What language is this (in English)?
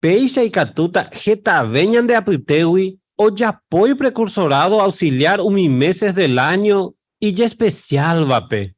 Guarani